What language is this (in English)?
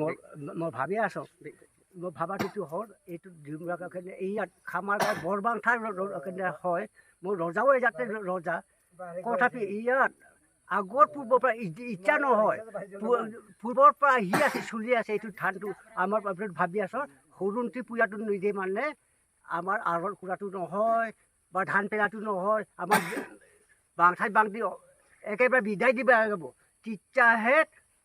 Assamese